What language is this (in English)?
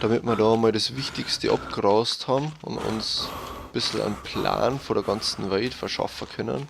Bavarian